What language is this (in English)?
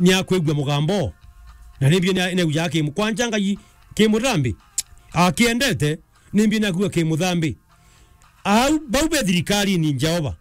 Meru